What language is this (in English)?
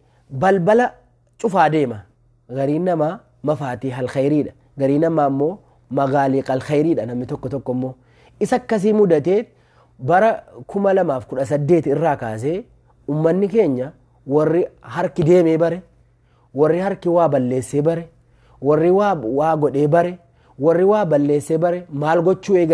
Oromo